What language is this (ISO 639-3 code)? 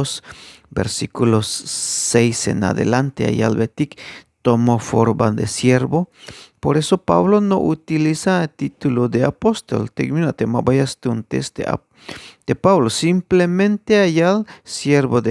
tzh